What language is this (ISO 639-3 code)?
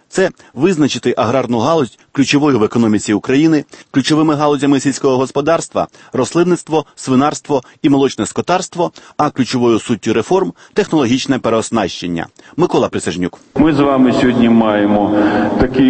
ukr